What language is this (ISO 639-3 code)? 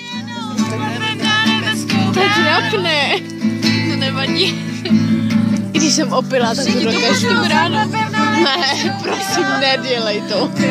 ces